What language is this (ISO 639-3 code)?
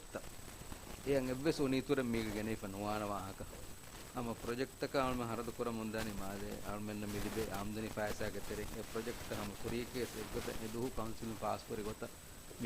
div